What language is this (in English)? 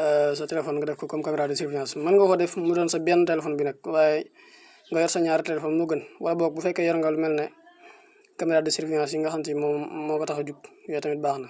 Wolof